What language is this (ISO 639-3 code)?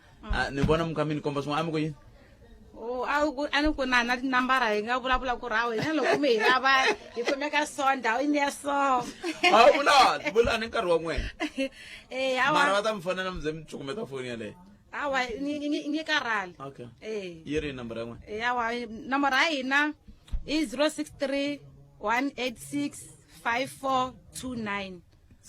tso